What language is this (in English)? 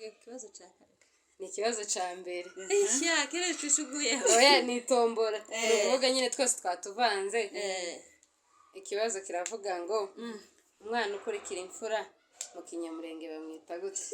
Kinyarwanda